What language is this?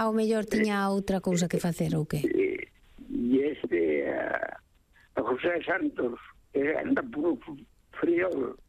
Galician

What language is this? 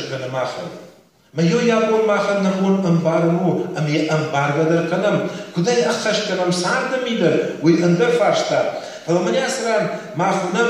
Ossetic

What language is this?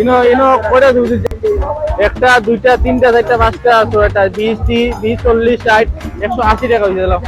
Sylheti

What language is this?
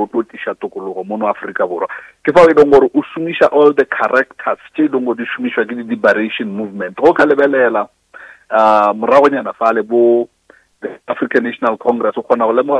Northern Sotho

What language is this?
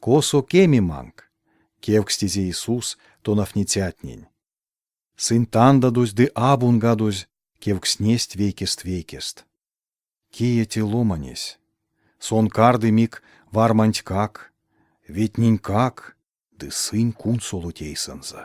Erzya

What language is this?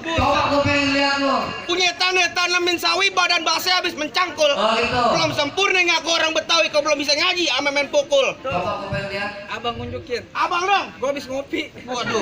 Betawi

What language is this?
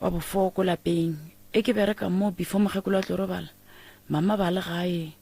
Northern Sotho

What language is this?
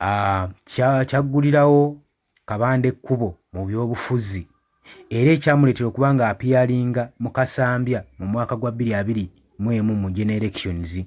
Ganda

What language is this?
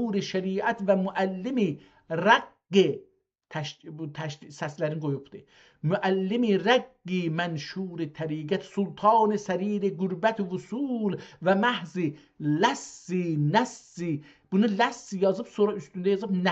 South Azerbaijani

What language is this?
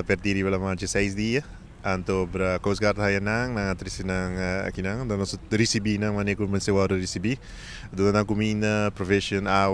Papiamento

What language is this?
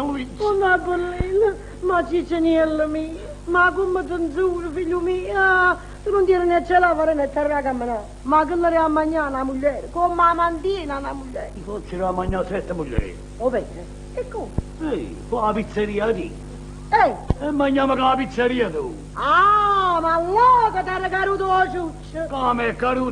Neapolitan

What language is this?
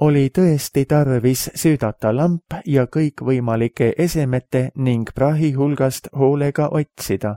Estonian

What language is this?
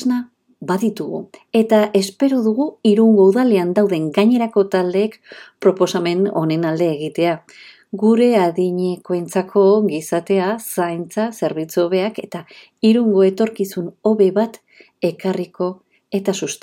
Basque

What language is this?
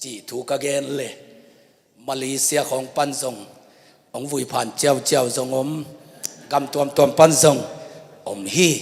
Tedim Chin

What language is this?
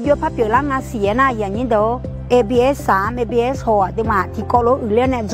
Akha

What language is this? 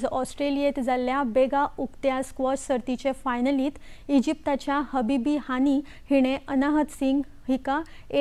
Konkani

